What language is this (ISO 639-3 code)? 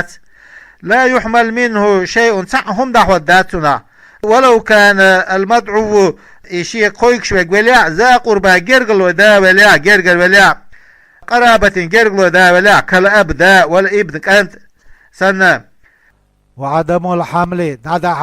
che